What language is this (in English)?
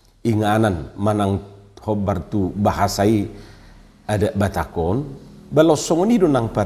Batak Toba